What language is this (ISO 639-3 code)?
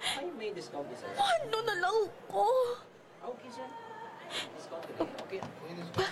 hil